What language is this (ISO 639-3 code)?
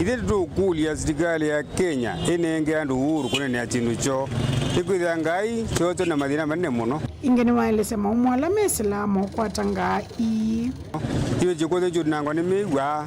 kam